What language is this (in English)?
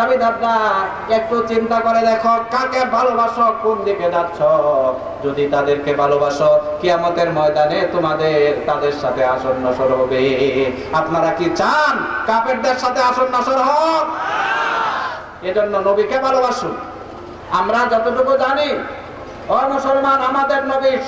Bangla